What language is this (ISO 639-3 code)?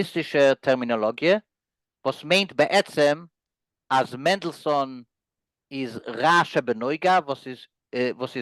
yid